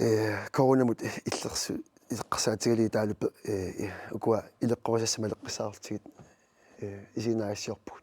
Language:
Kalaallisut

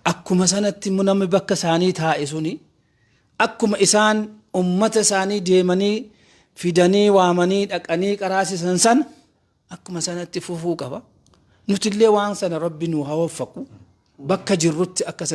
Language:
Oromo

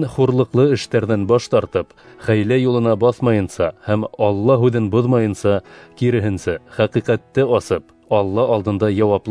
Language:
Bashkir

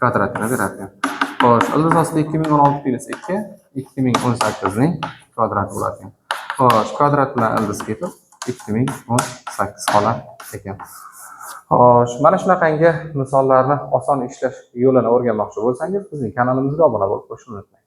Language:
Uzbek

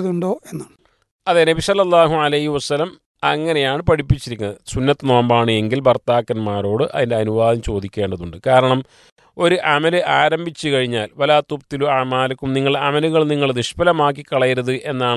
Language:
Malayalam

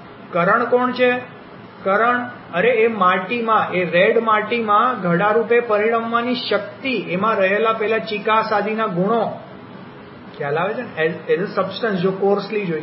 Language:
Gujarati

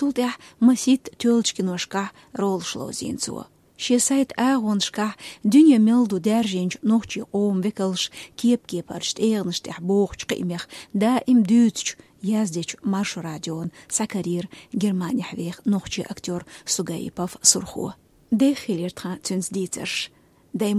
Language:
Chechen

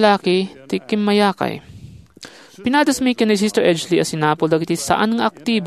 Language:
Iloko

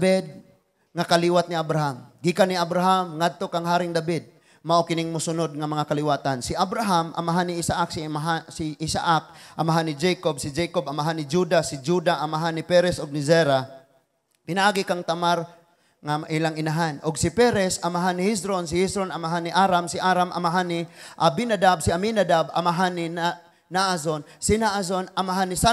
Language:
Cebuano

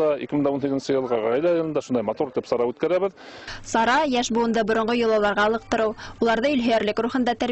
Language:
Bashkir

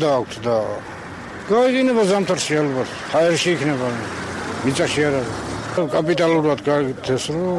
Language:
Georgian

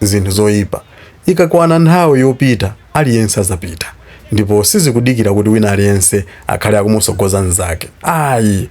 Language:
Nyanja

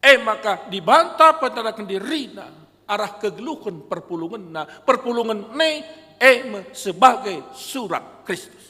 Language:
Batak Karo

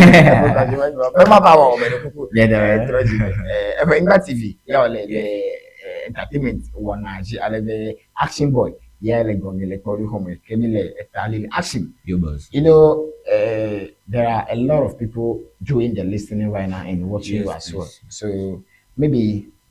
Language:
Ewe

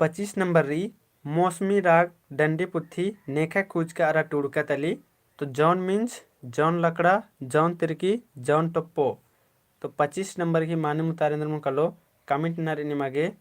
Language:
Kurukh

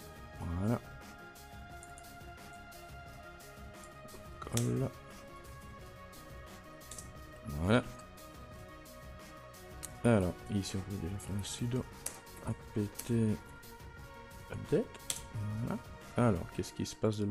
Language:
French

